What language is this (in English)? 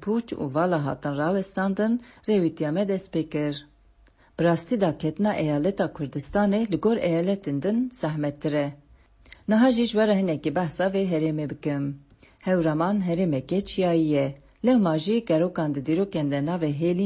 Kurdish